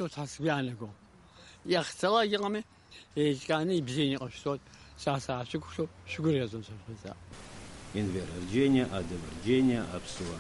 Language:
Abkhazian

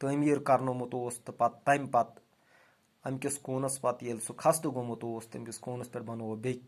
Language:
Kashmiri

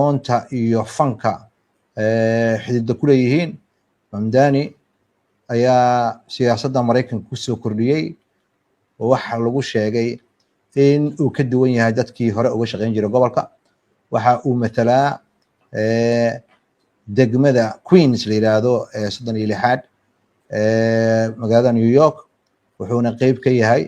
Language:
Somali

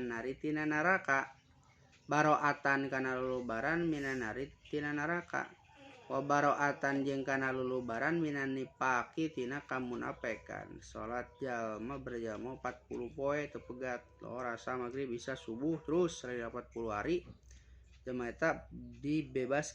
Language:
Sundanese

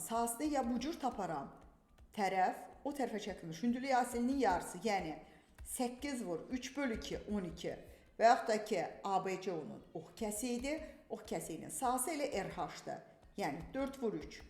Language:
Azerbaijani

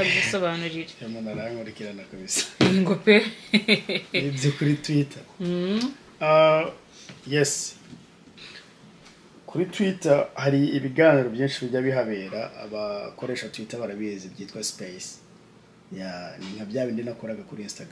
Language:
Kinyarwanda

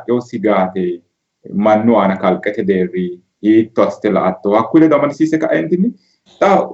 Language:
Sidamo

